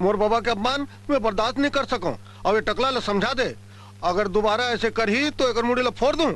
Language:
Chhattisgarhi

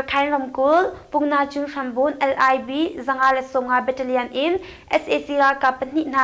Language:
Hakha Chin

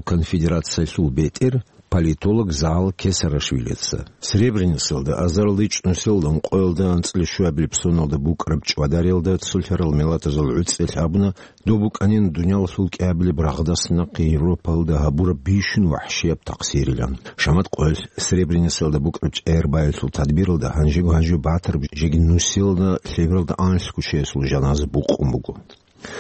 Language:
Avaric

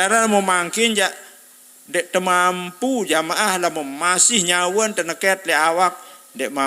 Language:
Sasak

